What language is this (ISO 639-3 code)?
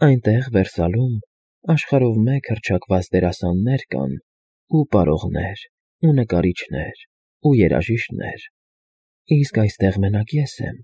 hye